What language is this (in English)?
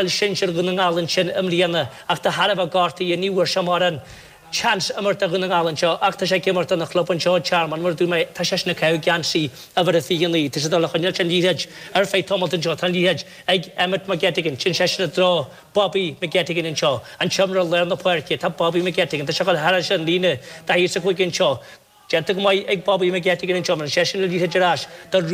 Irish